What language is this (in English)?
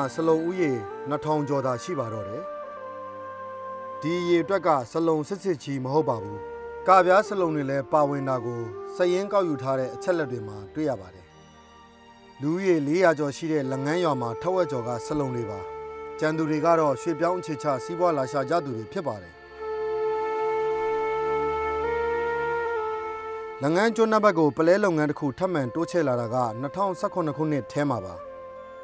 Burmese